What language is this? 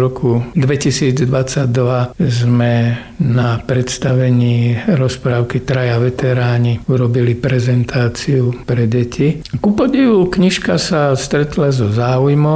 Slovak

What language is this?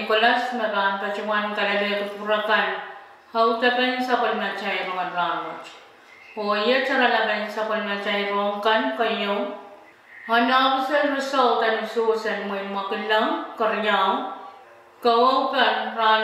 Pohnpeian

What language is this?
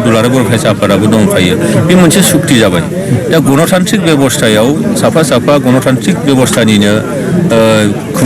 Bodo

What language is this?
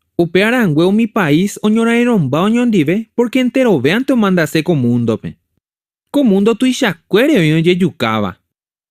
Guarani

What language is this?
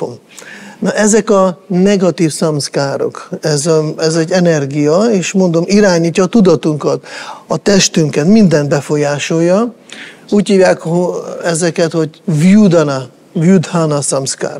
Hungarian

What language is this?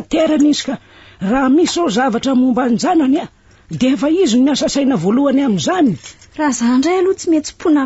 Malagasy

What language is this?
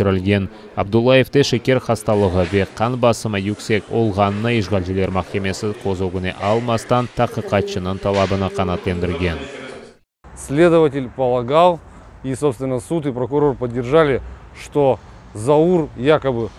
Crimean Tatar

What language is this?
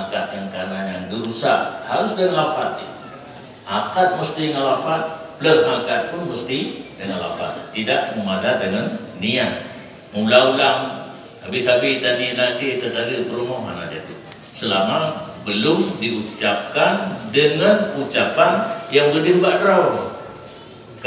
Achinese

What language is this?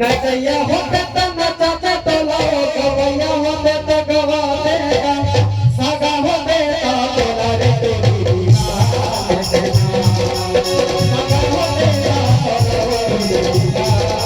Chhattisgarhi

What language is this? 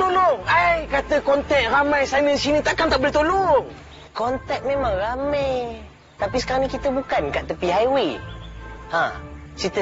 Malay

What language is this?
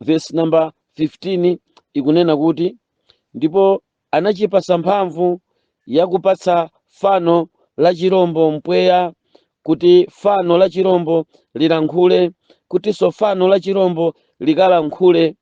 Nyanja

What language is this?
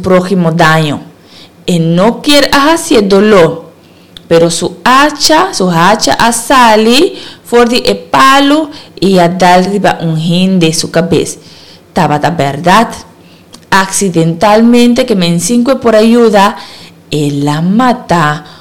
Papiamento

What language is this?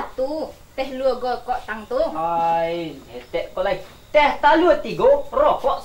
Minangkabau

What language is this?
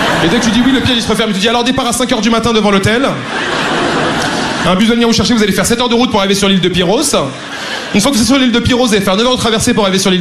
French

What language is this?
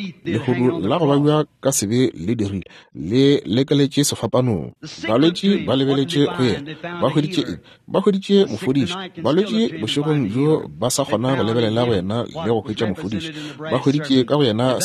Northern Sotho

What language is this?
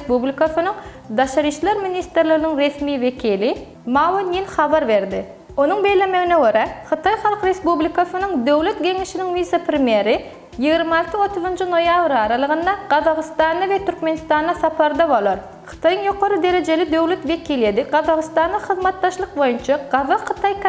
Turkmen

